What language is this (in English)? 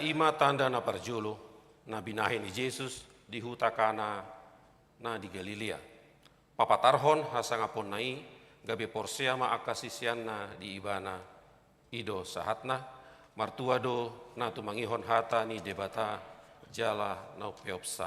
Batak Toba